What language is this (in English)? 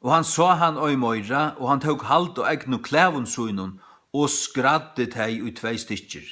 Faroese